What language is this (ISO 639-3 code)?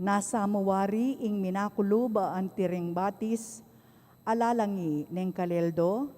pam